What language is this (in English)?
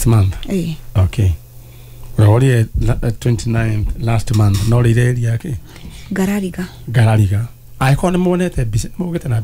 Kikuyu